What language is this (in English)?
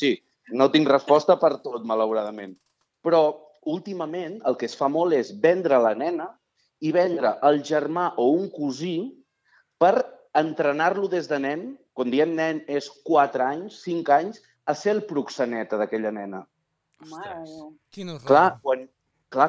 Catalan